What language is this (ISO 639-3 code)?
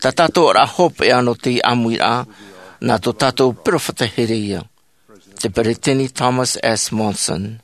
tah